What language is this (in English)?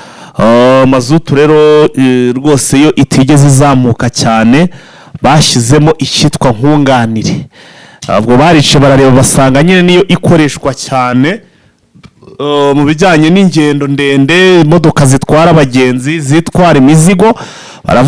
Kinyarwanda